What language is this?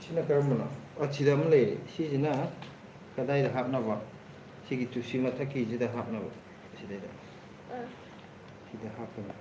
Manipuri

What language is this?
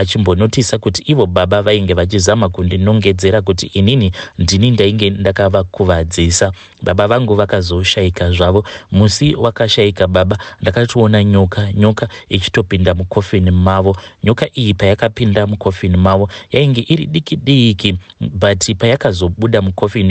Shona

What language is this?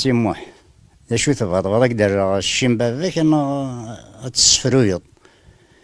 Kabyle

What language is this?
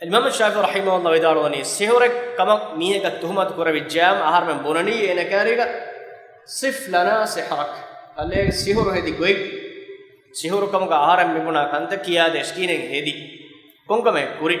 Divehi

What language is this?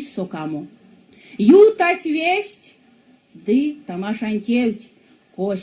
Erzya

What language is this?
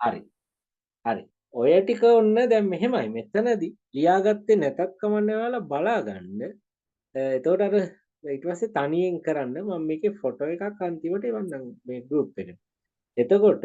Sinhala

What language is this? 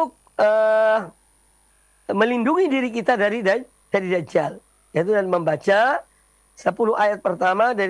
Indonesian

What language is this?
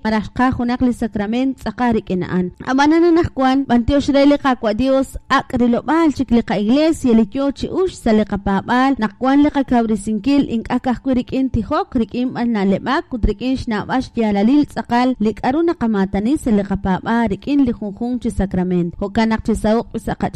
Kekchí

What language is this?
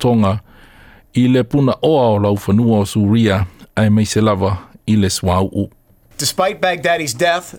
Samoan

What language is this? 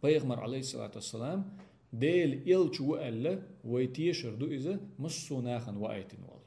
Chechen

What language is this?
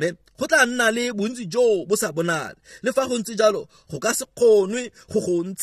Tswana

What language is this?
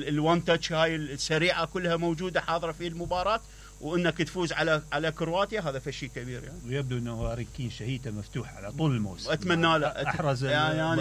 Mesopotamian Arabic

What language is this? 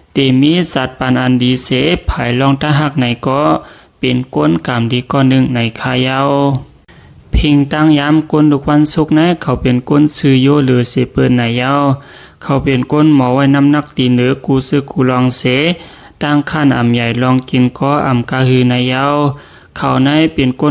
Shan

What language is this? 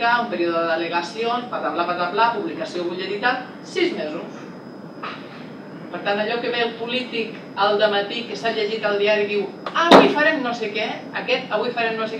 Catalan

